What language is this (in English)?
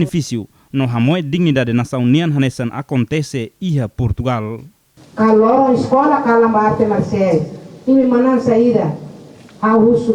Tetum